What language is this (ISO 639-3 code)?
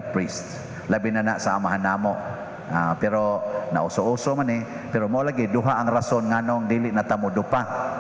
ceb